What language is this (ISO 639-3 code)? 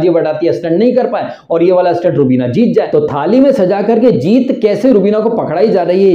hin